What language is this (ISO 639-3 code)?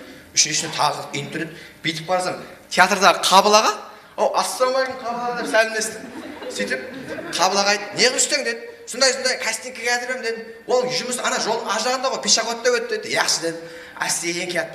kaa